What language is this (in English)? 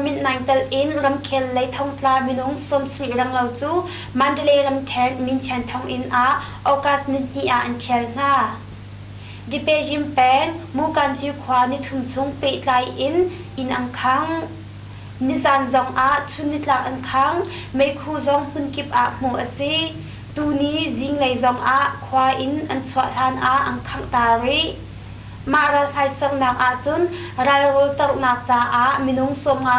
Hakha Chin